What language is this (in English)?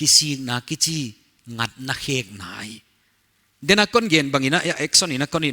Paite Chin